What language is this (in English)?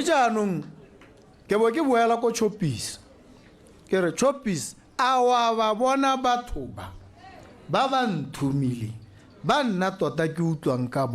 Tswana